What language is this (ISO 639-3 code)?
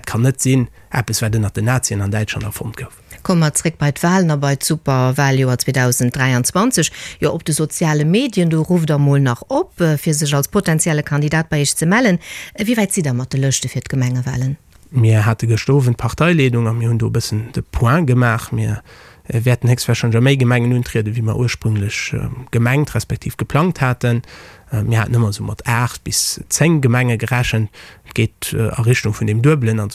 ltz